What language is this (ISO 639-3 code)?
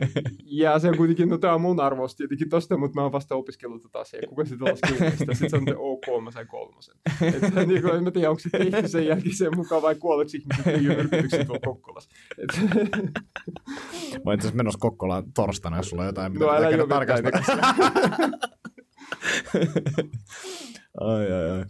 fin